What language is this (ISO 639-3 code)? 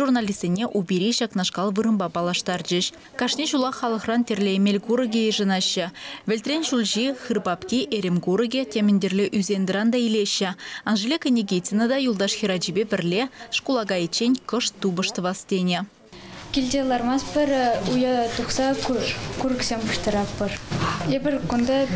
chv